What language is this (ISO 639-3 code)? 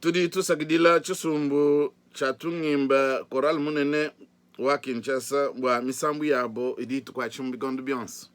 lua